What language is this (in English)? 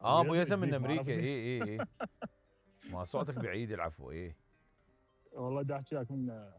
Mesopotamian Arabic